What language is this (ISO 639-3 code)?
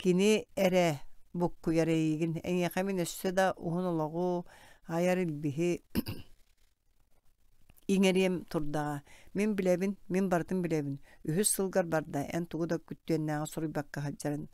sah